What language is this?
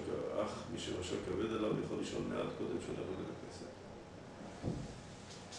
Hebrew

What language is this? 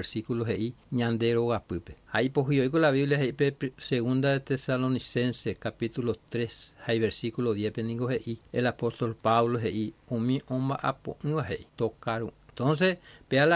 Guarani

